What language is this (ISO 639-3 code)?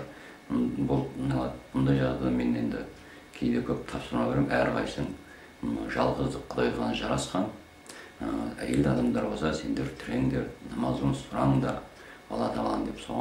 kaz